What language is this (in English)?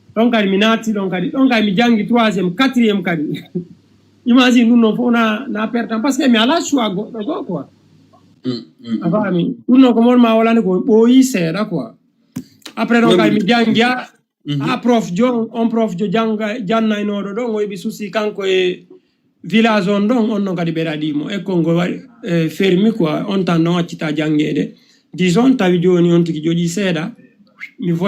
Fula